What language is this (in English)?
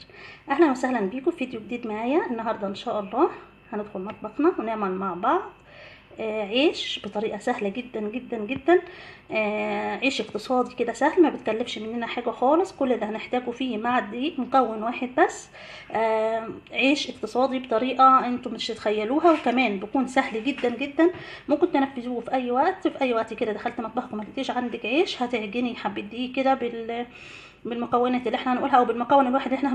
Egyptian Arabic